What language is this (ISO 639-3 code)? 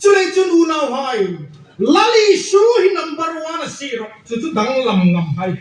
hmr